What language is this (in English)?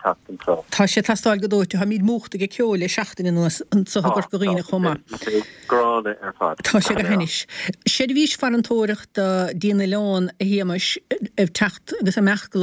Irish